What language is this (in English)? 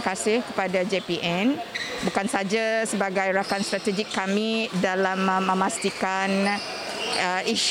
Malay